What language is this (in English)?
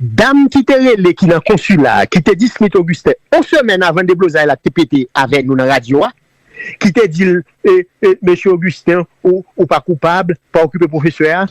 Haitian Creole